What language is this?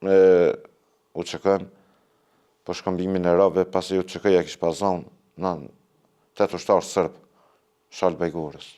Albanian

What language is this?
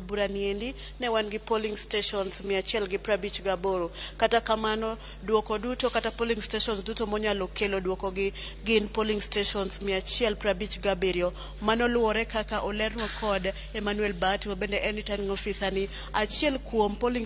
Luo (Kenya and Tanzania)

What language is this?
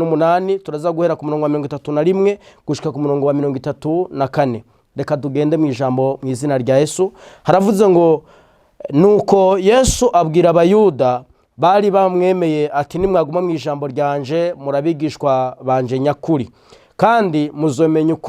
Rundi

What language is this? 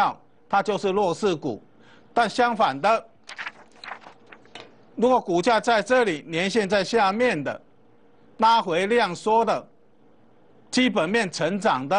Chinese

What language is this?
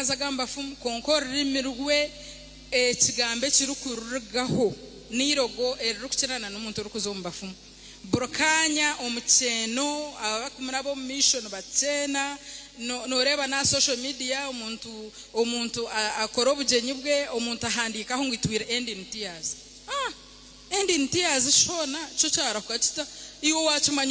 Nyankole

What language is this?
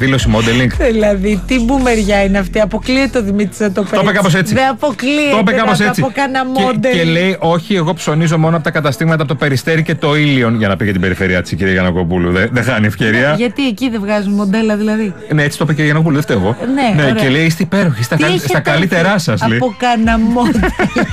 Greek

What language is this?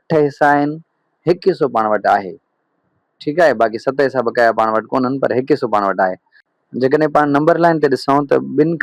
Sindhi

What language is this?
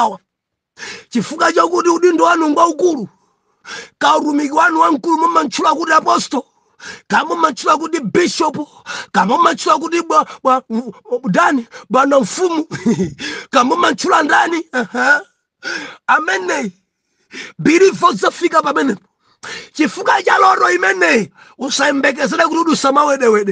Nyanja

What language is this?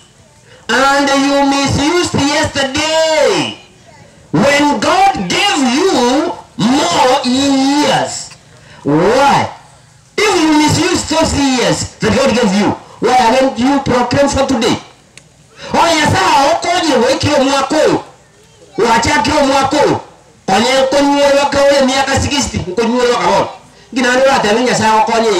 Gusii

